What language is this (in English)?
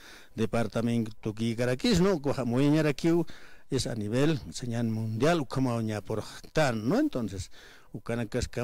Aymara